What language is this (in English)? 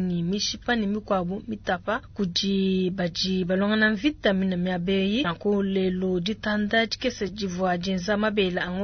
Luba-Lulua